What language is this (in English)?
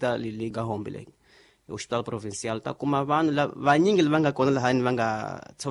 Tsonga